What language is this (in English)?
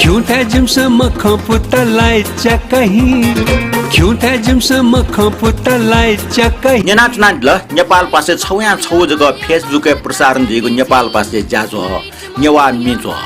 Newari